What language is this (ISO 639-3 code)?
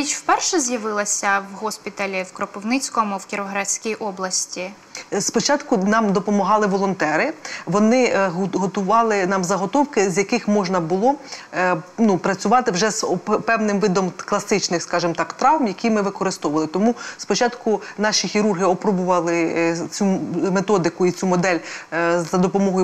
ukr